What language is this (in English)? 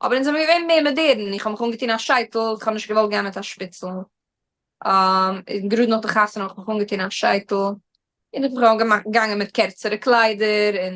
Yiddish